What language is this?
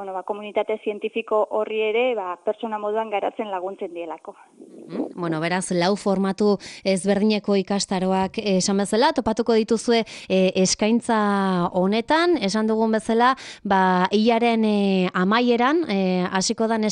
Basque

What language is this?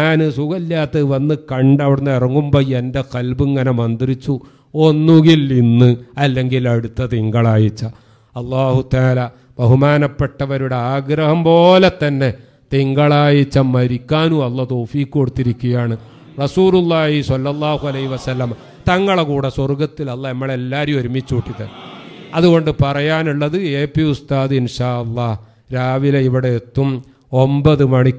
Malayalam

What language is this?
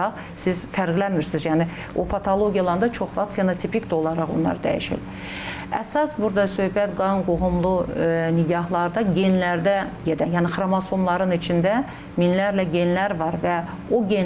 Azerbaijani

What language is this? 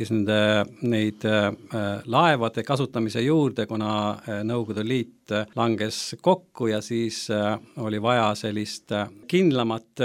Estonian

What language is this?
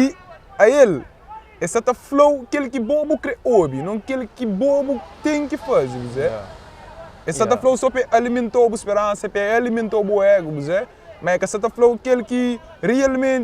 Kabuverdianu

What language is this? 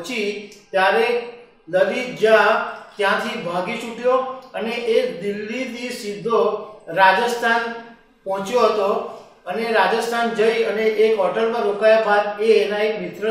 Gujarati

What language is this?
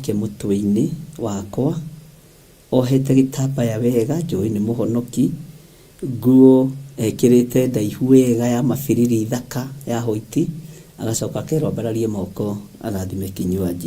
Kikuyu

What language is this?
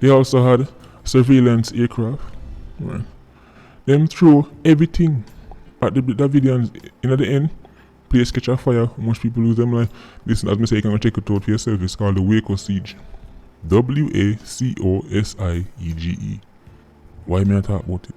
Jamaican Creole English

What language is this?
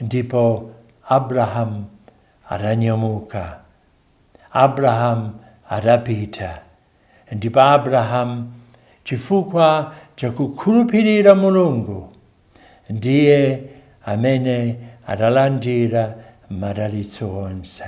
Nyanja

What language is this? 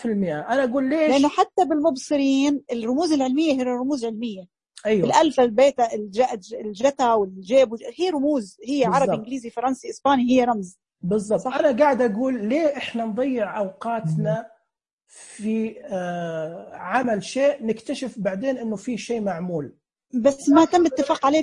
Najdi Arabic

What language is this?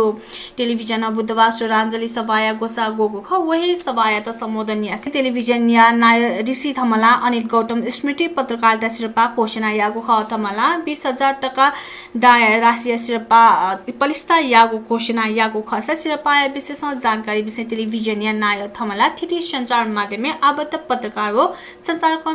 Newari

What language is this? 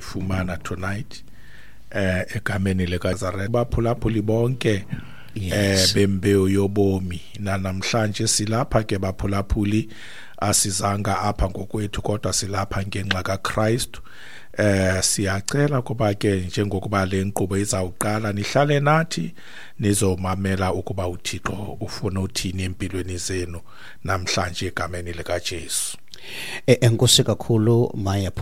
Xhosa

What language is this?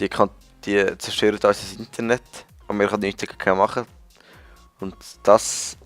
Swiss German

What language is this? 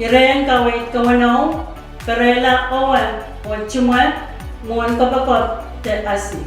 Pohnpeian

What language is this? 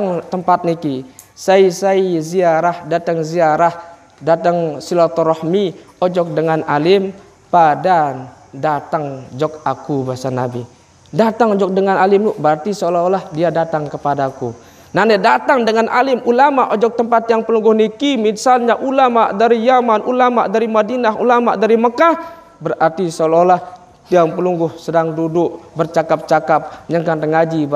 Sasak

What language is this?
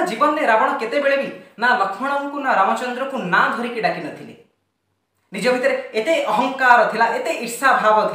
Odia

